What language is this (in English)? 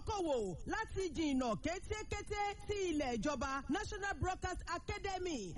Yoruba